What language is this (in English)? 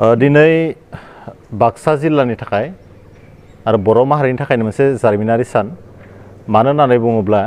Bodo